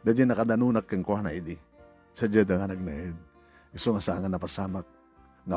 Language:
Iloko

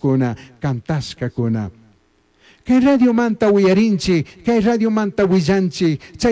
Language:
Chimborazo Highland Quichua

